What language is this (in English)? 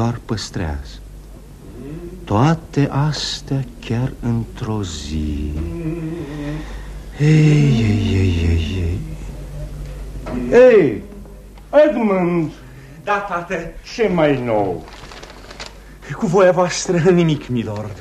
Romanian